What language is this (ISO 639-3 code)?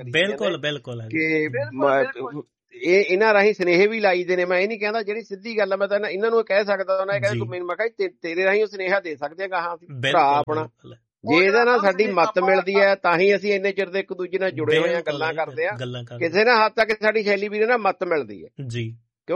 pan